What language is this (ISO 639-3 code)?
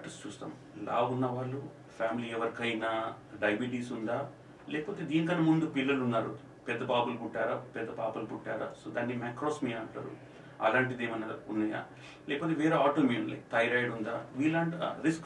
tel